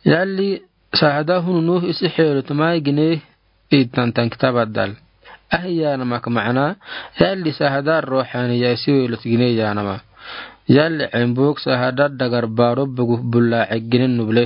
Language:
Afar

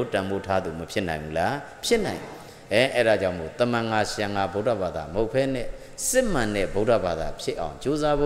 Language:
Burmese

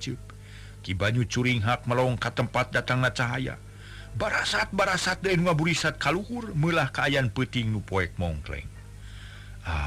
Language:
Sundanese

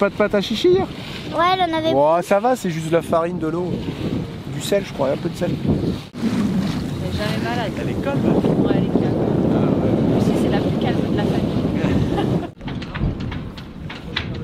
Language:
French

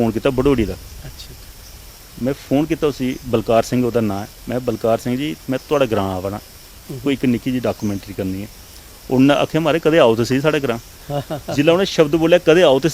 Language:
Dogri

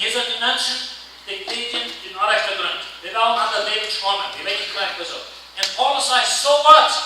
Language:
Plautdietsch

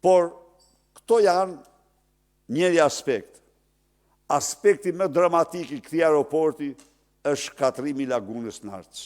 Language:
Albanian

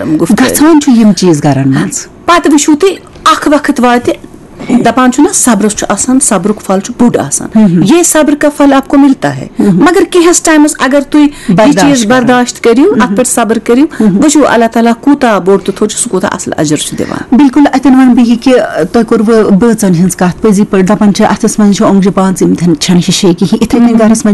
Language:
Kashmiri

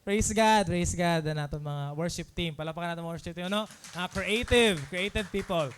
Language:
Waray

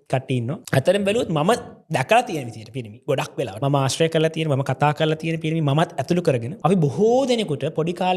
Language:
Sinhala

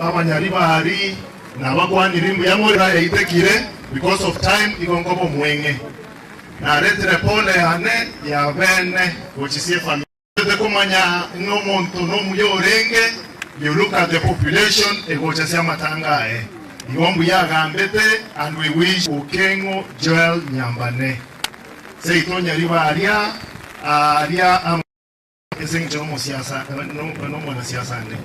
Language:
Gusii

